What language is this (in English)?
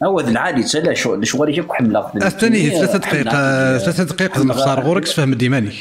Kabyle